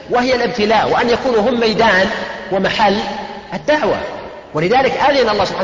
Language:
Arabic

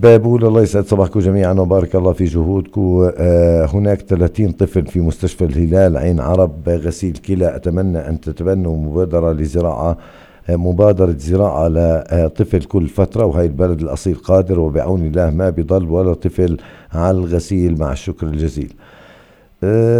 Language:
North Levantine Arabic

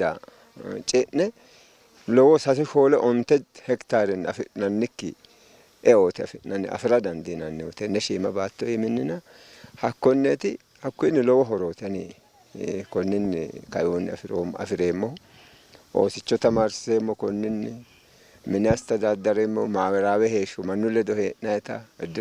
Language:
Sidamo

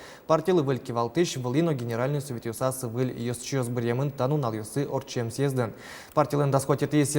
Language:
Udmurt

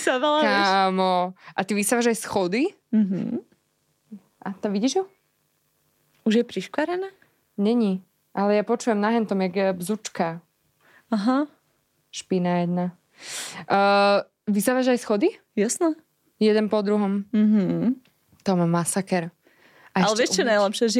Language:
Slovak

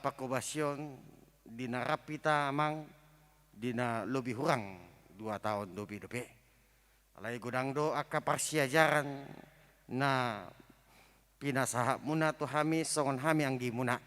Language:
Batak Toba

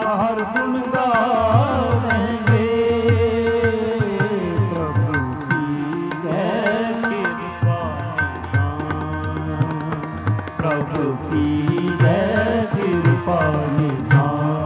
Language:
Punjabi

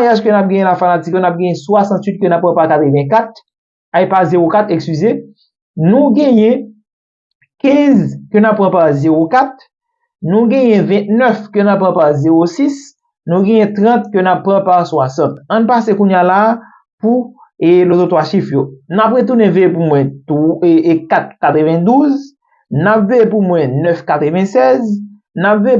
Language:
Haitian Creole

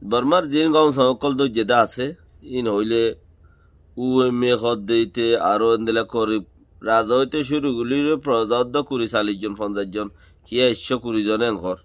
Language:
Rohingya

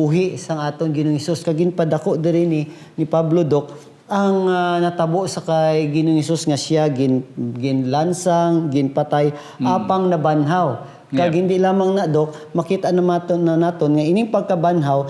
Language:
Hiligaynon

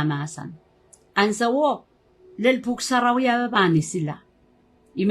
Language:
Pohnpeian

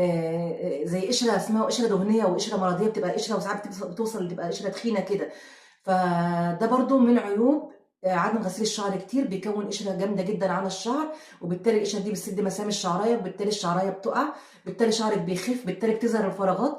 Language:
Egyptian Arabic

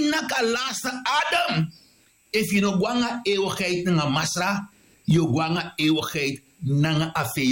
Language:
Sranan Tongo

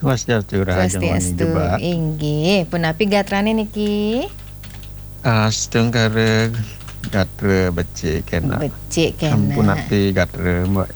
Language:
Balinese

